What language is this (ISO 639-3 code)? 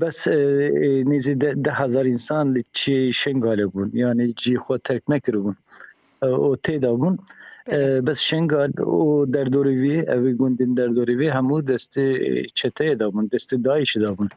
kur